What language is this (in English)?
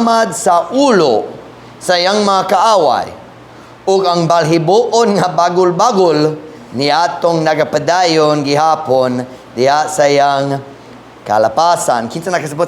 Cebuano